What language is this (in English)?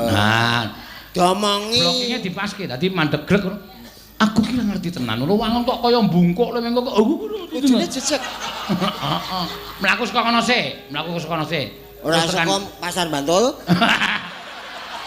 Javanese